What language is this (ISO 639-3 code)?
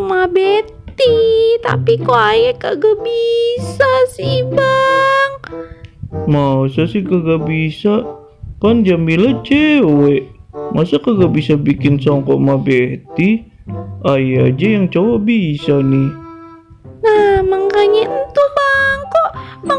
bew